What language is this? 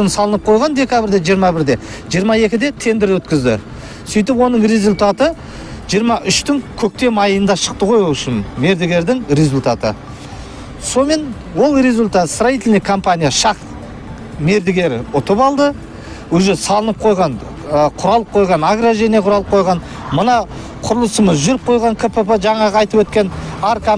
Kazakh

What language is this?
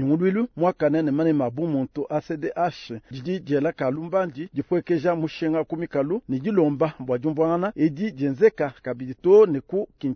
Luba-Lulua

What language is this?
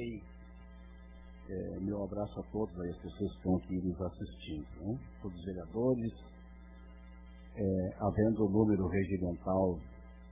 Portuguese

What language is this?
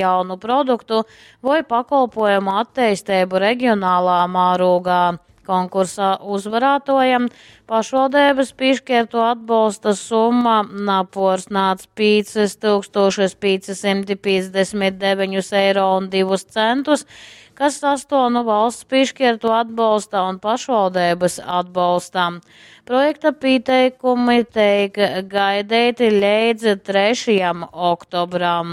Latgalian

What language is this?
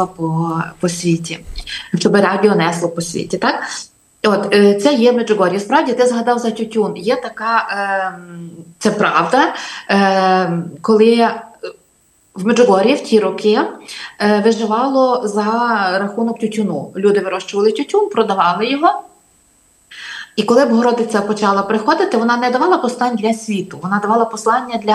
Ukrainian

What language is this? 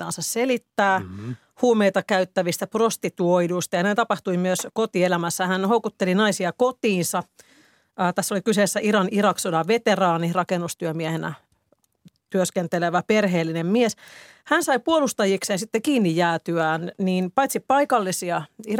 Finnish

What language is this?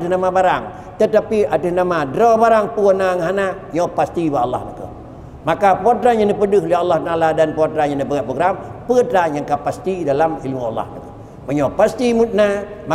Achinese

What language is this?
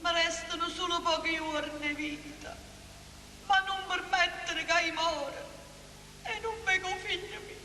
Neapolitan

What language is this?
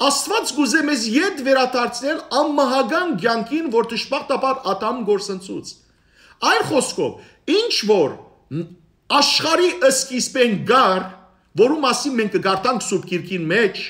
Western Armenian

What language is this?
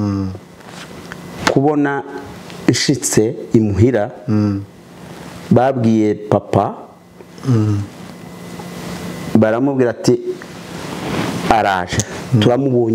Kinyarwanda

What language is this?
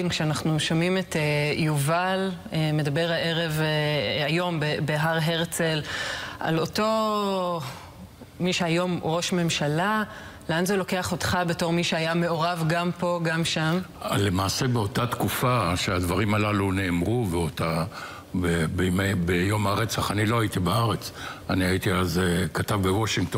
Hebrew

